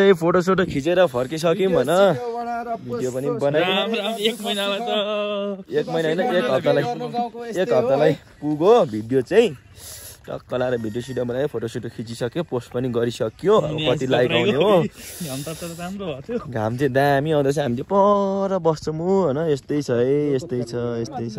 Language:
Nepali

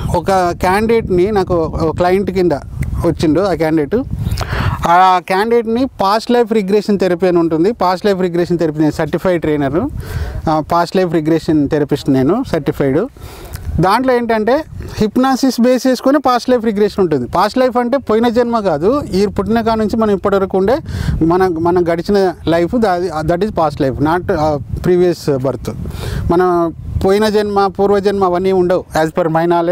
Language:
Telugu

